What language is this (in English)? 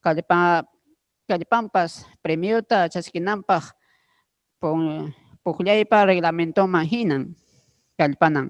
Ayacucho Quechua